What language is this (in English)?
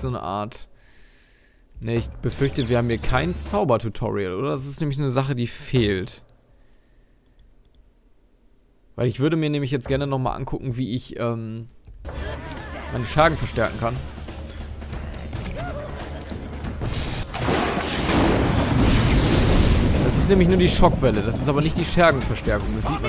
German